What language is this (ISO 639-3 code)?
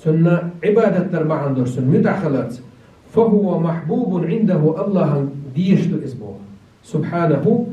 che